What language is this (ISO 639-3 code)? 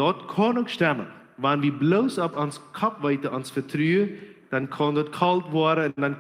pdt